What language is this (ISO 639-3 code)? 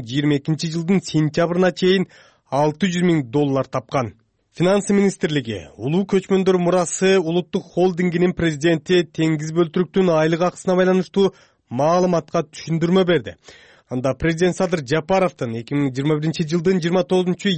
kir